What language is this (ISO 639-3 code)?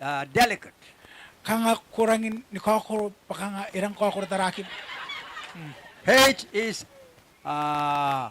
gil